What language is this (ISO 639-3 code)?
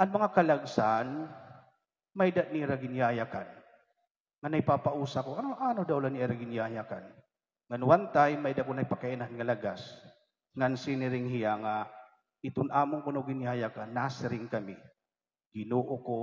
war